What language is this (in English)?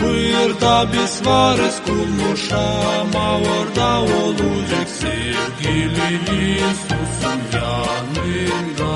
Gagauz